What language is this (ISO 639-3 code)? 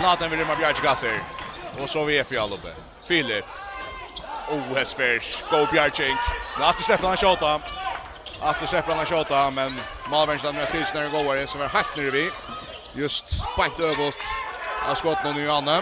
fao